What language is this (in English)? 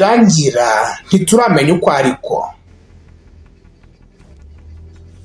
Kinyarwanda